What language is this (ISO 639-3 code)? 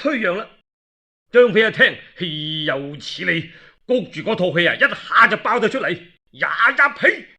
yue